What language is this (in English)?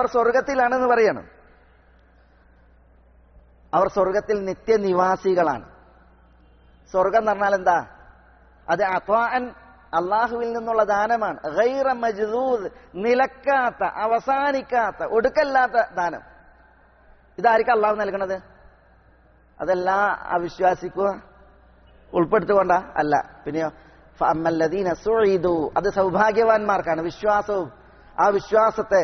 Malayalam